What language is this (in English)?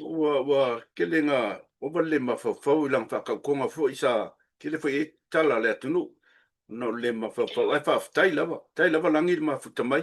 Samoan